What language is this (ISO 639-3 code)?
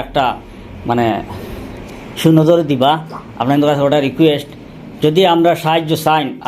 syl